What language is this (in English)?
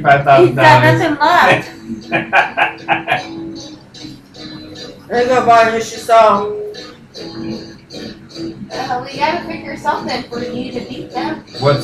English